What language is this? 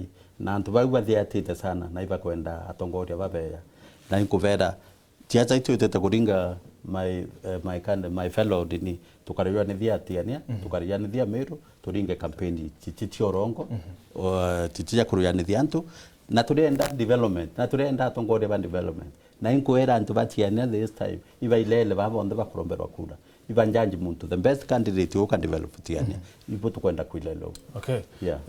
Meru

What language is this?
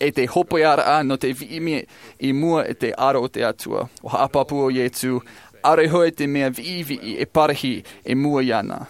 Tahitian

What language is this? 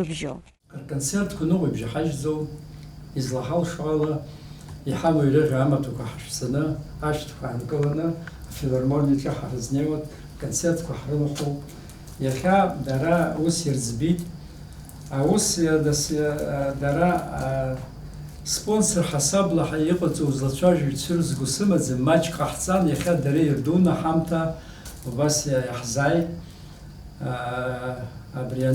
Abkhazian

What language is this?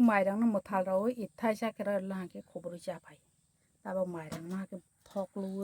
Kok Borok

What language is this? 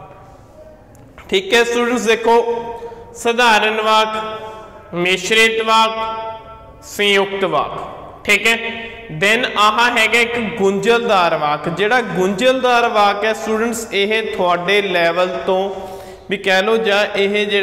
Punjabi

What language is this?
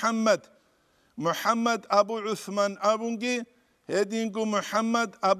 Avaric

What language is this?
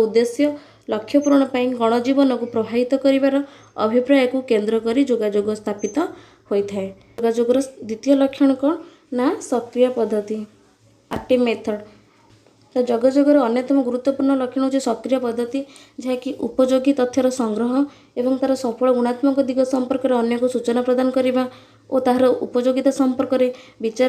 Odia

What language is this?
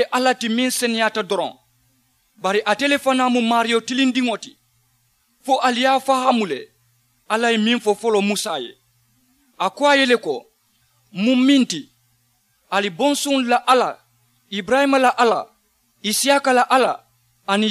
Mandingo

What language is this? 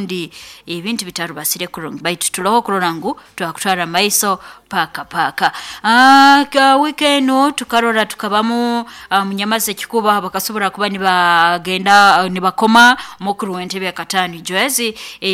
Nyoro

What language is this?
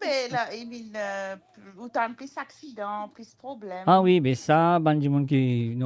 Morisyen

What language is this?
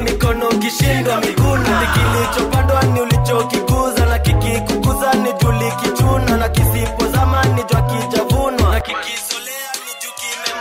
Swahili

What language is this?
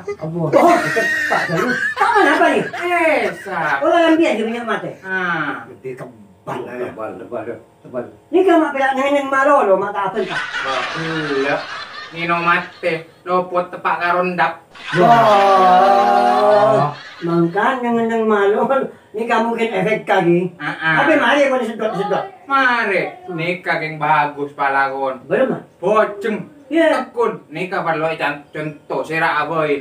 Madurese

